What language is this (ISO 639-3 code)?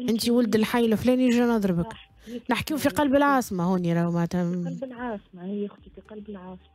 aeb